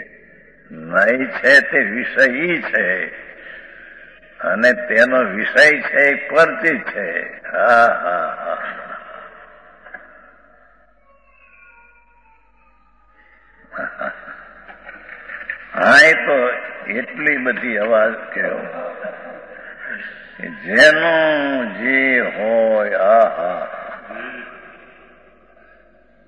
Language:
Gujarati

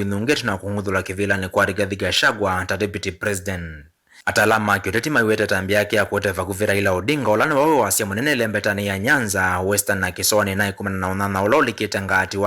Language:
Kamba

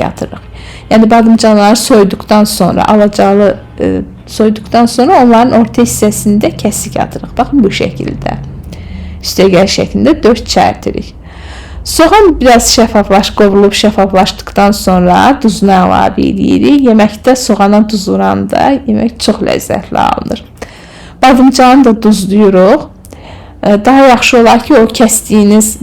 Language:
Azerbaijani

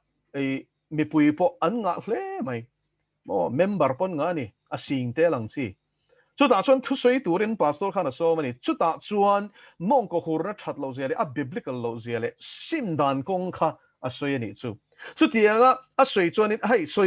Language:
Mizo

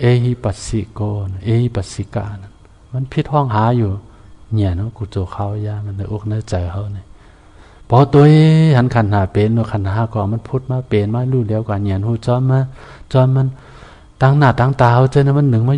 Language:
Shan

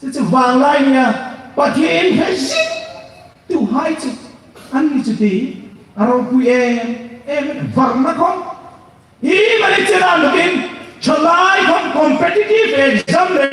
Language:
Hmar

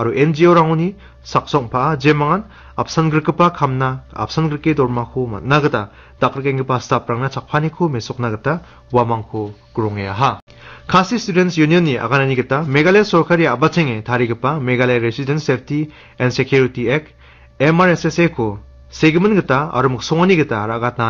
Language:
Garo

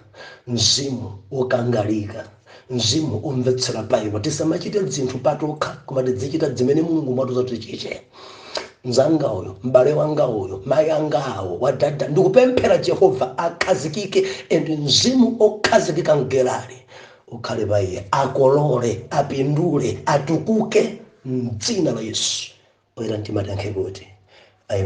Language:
Nyanja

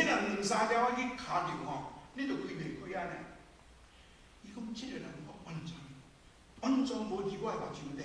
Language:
Min Nan Chinese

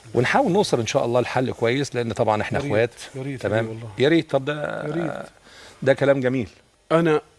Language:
Egyptian Arabic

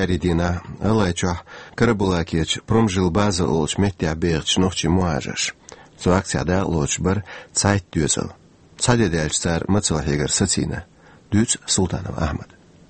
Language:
Chechen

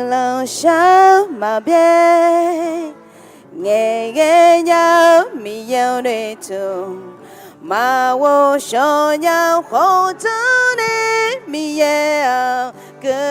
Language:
Akha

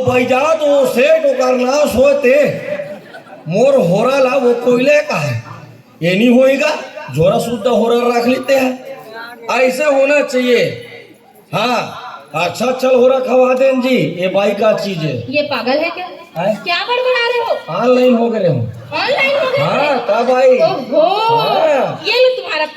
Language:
Chhattisgarhi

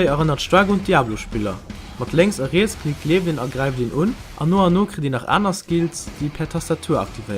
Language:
Luxembourgish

